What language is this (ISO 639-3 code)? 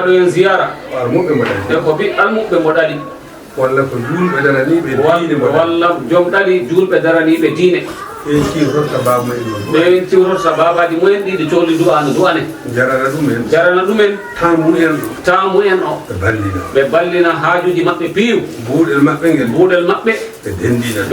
ful